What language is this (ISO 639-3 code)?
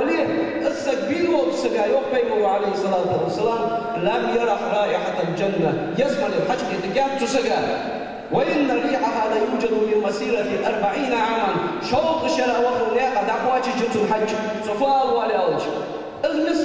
inh